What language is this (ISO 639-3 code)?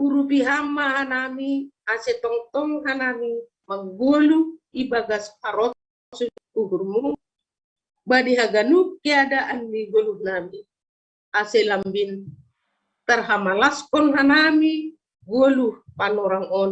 bts